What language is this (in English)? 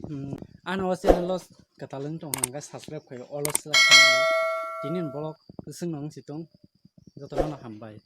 Kok Borok